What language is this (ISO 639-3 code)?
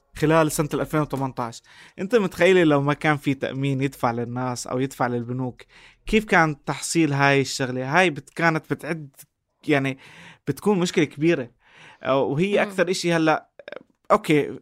apc